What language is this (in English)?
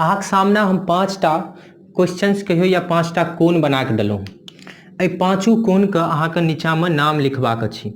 Maithili